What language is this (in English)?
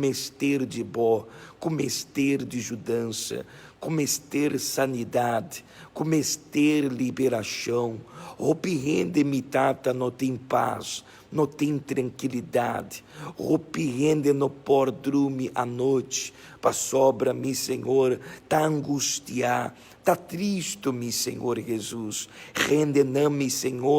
Papiamento